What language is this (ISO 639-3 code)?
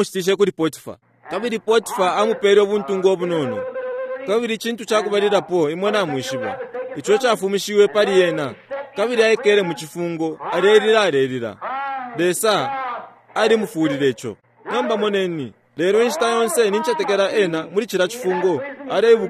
bem